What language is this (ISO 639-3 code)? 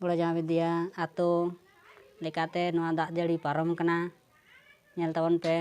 sat